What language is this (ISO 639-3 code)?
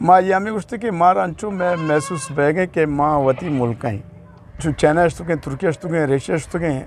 bgp